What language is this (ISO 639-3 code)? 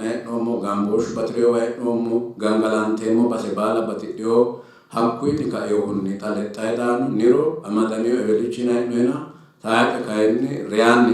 sid